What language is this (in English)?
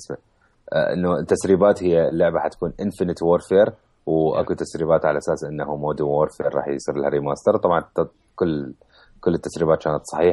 Mesopotamian Arabic